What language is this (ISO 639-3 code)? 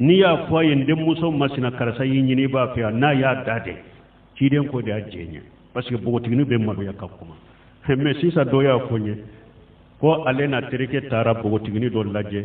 bam